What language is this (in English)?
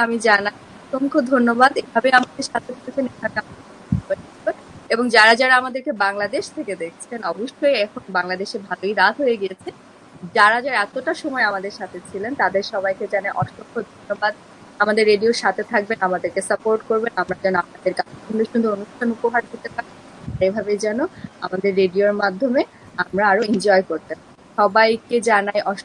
Bangla